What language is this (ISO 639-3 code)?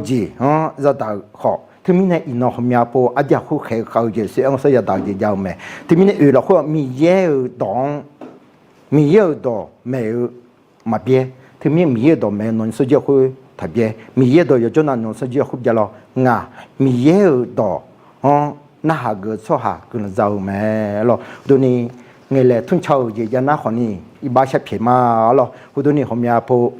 ahk